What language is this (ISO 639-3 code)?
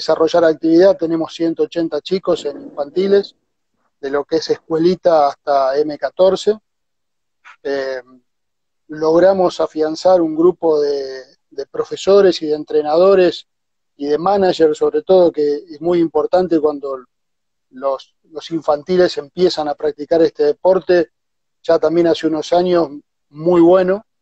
spa